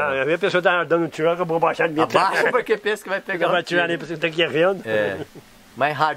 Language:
Portuguese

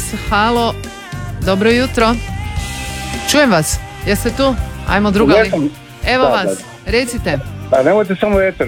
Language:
Croatian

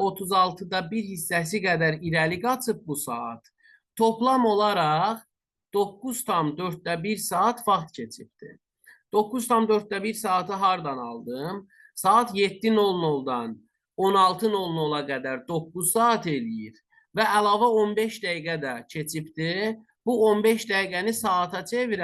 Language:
Azerbaijani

